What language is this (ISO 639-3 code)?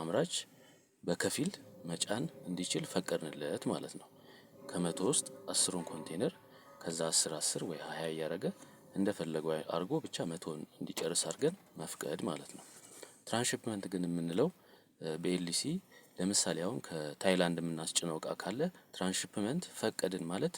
amh